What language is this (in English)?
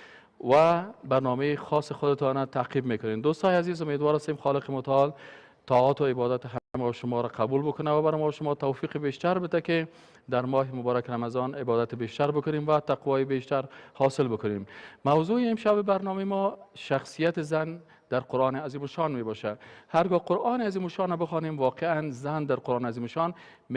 Persian